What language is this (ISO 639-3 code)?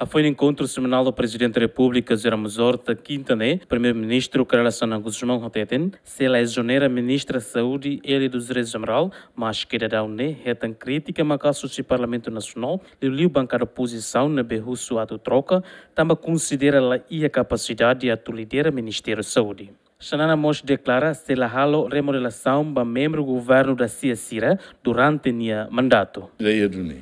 tet